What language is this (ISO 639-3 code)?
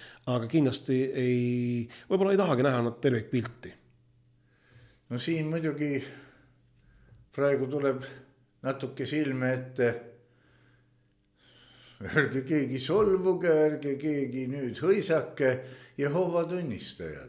est